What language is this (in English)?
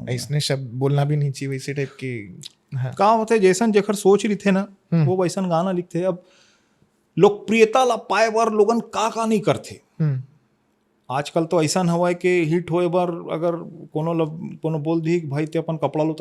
Chhattisgarhi